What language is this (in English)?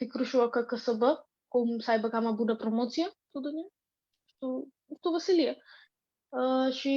Aromanian